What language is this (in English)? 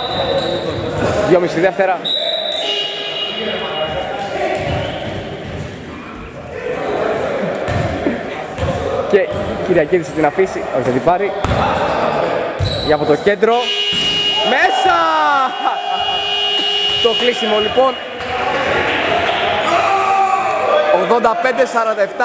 Greek